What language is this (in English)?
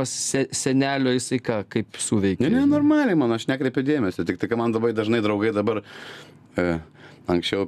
Lithuanian